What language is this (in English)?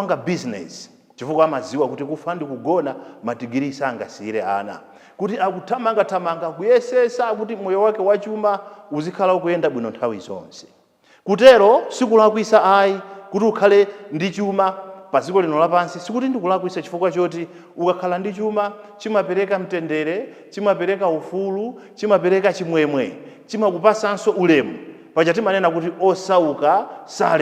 Nyanja